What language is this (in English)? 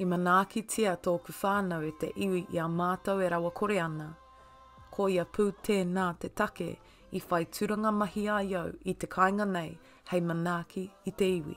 Māori